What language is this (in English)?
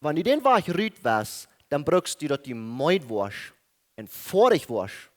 Plautdietsch